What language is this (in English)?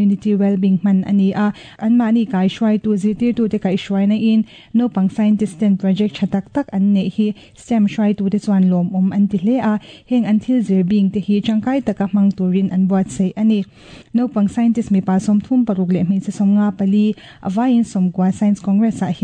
Mizo